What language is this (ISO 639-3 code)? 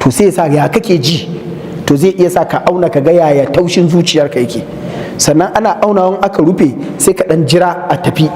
hau